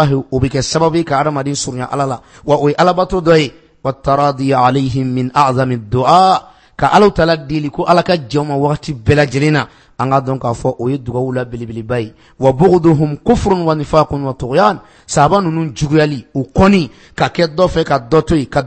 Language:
Bambara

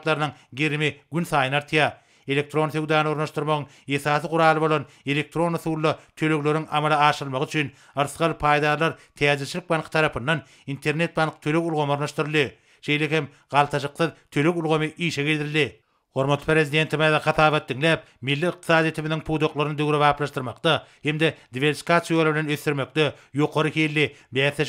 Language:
Turkmen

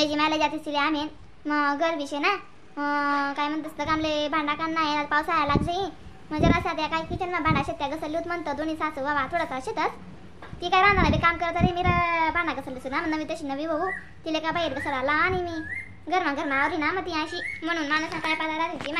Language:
Khandesi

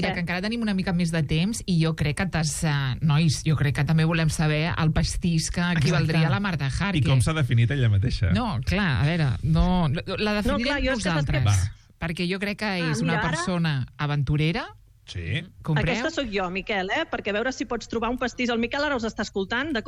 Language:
Catalan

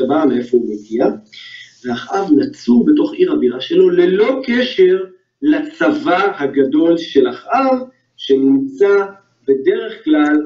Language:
Hebrew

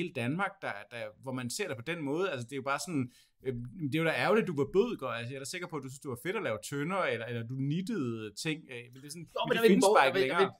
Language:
Danish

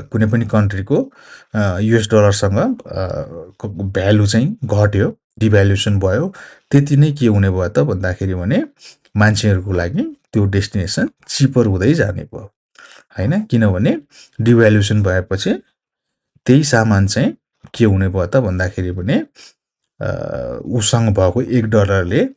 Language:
Nepali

